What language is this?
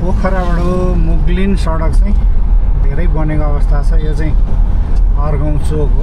Nepali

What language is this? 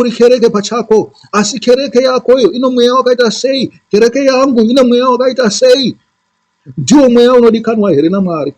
Shona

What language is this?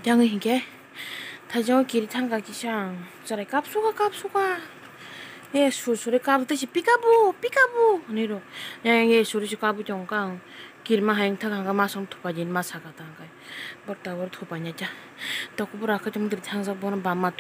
Kok Borok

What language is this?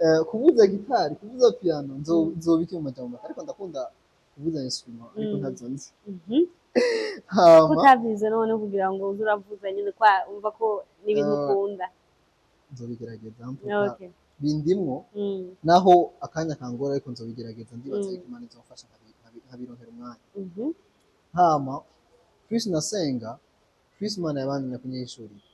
Rundi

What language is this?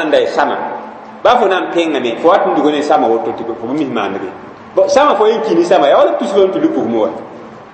Mossi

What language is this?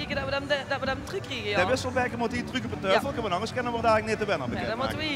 Limburgish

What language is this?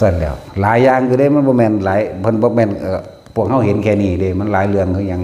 Northeastern Thai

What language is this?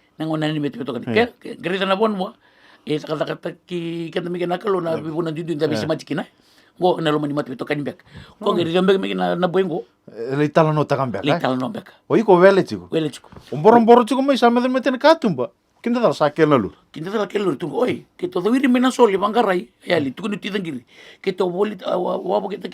Fijian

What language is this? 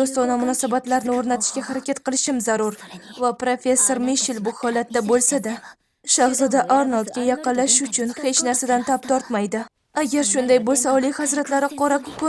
Uzbek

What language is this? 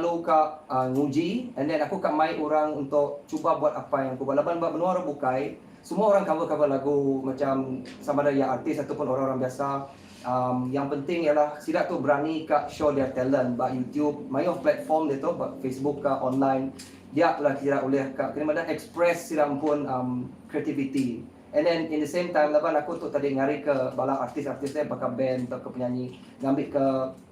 Iban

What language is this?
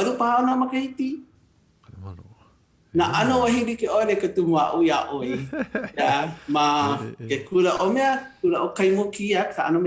Hawaiian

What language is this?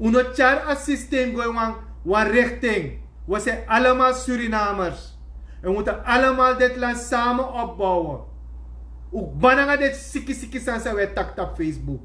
Sranan Tongo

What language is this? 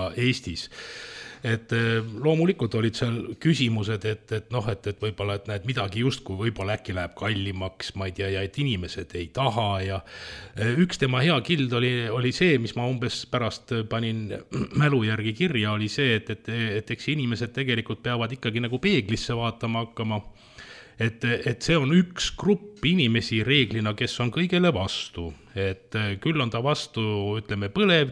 Estonian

